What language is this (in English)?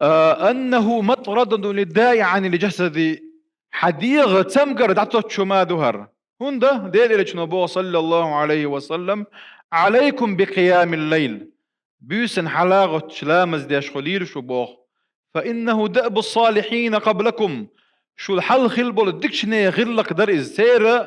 Chechen